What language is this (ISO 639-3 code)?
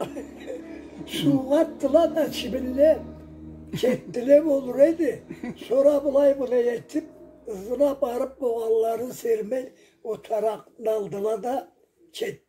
krc